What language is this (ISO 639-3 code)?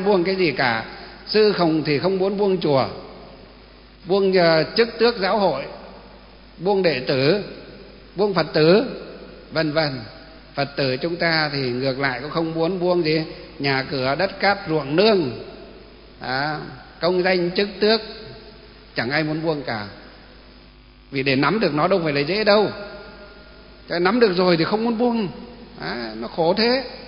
vie